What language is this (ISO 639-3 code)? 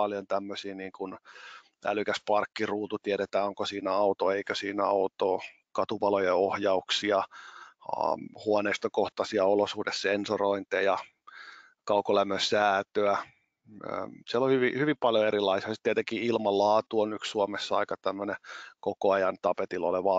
fin